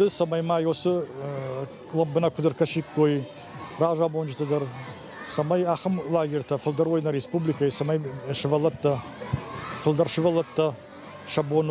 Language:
Ossetic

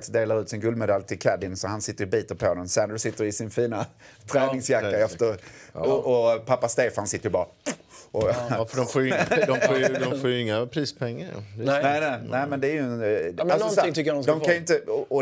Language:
Swedish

